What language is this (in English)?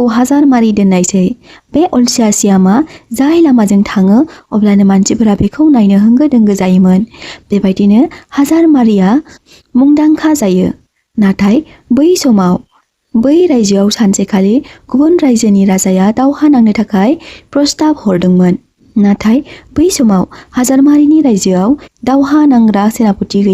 Bodo